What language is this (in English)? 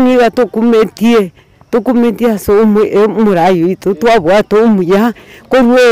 Gusii